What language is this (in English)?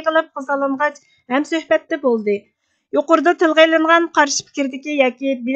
Uyghur